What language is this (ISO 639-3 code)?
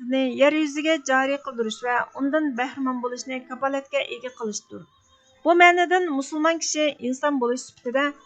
uig